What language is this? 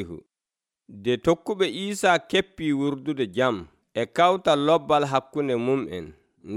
Nigerian Fulfulde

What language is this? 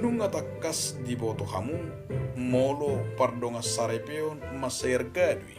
Batak Toba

